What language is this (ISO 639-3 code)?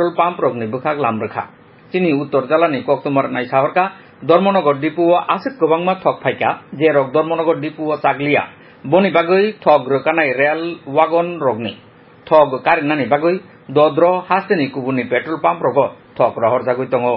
trp